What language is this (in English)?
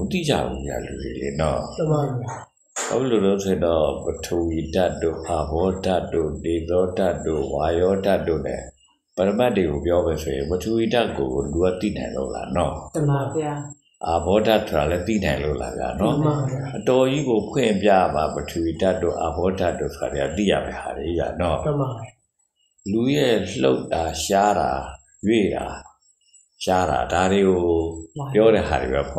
Burmese